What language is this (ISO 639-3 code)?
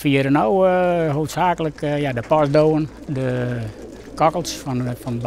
fry